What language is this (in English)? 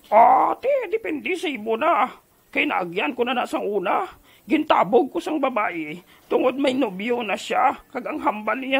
Hiligaynon